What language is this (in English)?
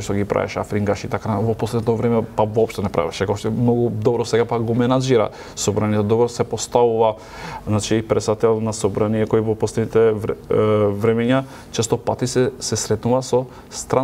Macedonian